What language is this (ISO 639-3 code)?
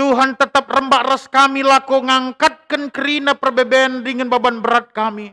btx